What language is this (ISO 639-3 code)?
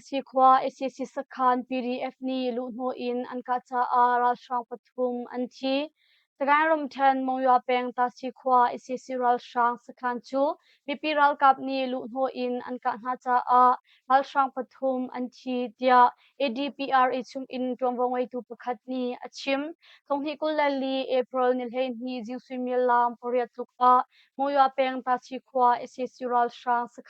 cnh